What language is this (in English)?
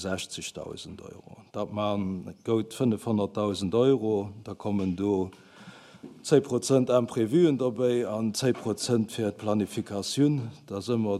Luxembourgish